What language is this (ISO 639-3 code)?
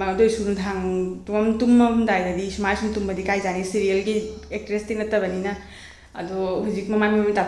mni